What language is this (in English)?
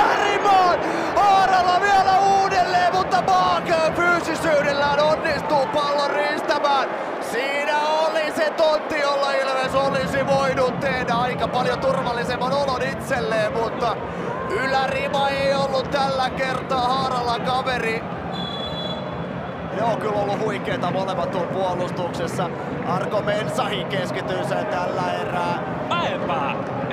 Finnish